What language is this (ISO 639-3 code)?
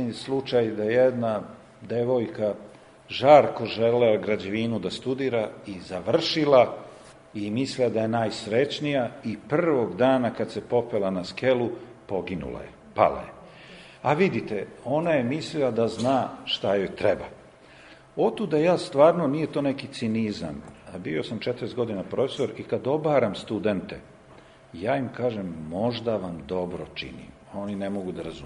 srp